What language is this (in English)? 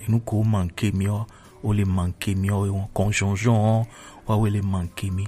Gen